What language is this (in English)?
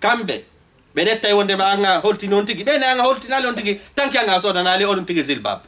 Fula